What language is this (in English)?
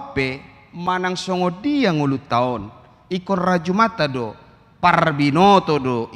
Batak Toba